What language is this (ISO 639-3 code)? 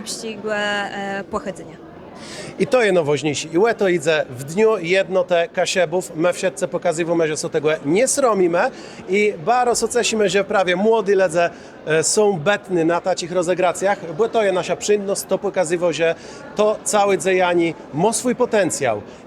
csb